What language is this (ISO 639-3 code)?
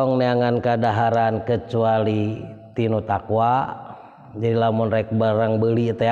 sun